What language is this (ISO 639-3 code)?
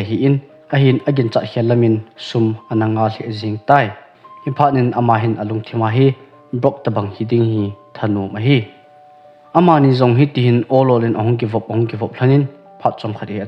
tcz